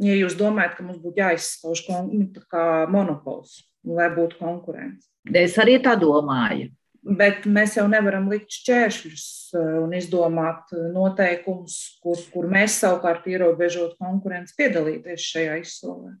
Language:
Latvian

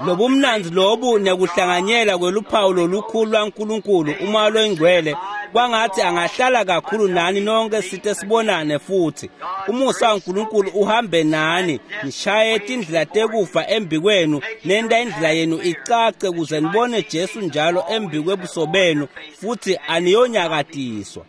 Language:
Swati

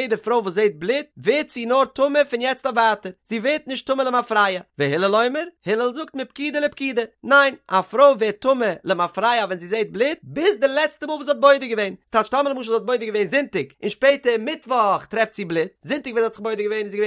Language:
Yiddish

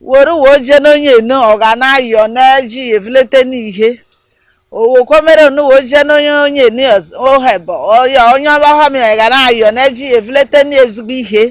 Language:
Igbo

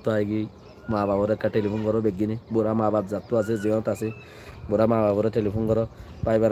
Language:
Rohingya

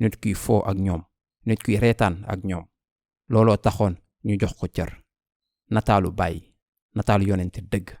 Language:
Wolof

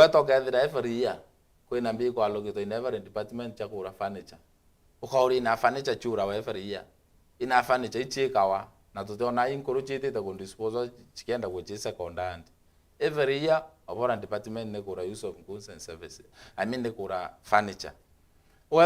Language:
Meru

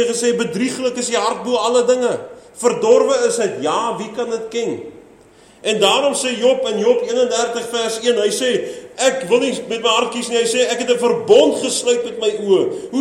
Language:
Afrikaans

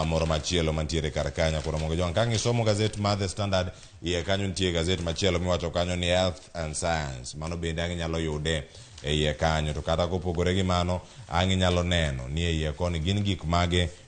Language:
Luo (Kenya and Tanzania)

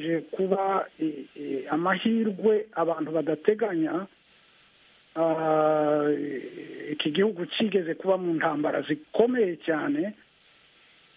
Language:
Kinyarwanda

